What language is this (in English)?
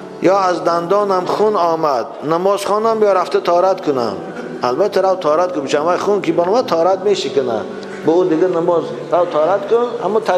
Tajik